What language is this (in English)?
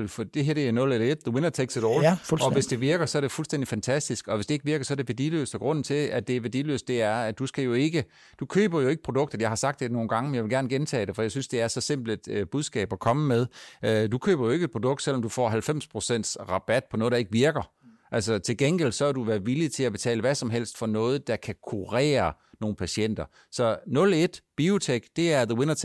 Danish